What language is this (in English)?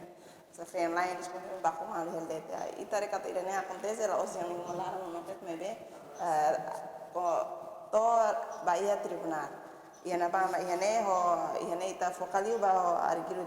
Tetum